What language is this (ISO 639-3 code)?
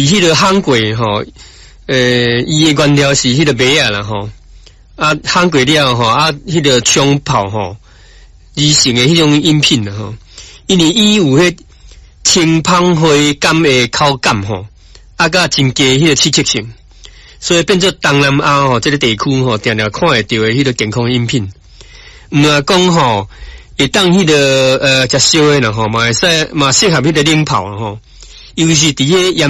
nan